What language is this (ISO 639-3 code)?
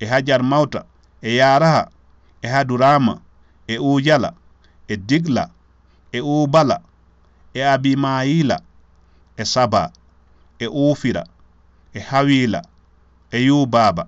ful